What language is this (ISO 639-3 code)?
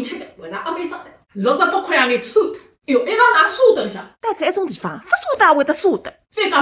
wuu